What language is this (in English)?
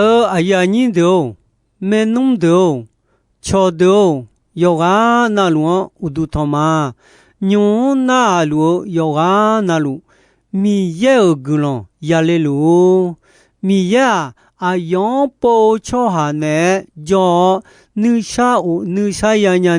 Akha